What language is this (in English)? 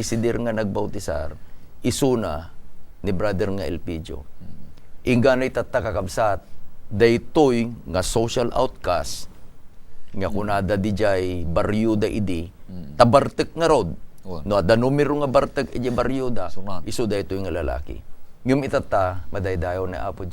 Iloko